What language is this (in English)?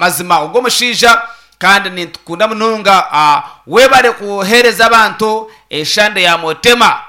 Nyankole